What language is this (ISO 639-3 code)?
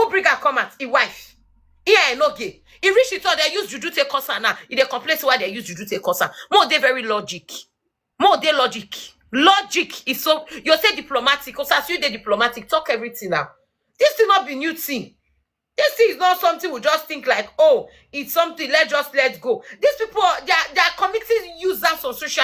pcm